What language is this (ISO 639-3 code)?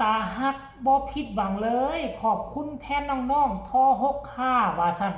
tts